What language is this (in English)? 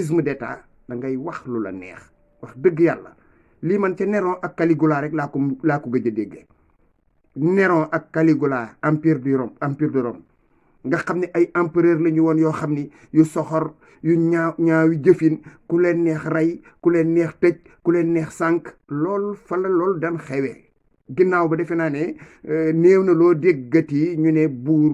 Wolof